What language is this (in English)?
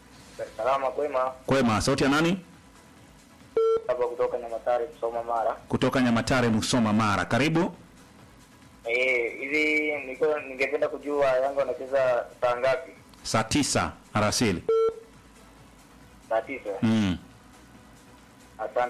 Swahili